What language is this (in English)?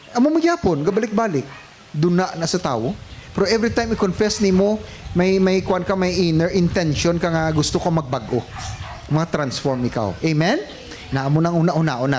Hiligaynon